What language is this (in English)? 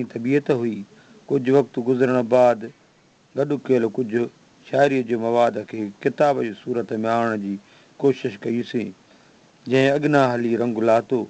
Sindhi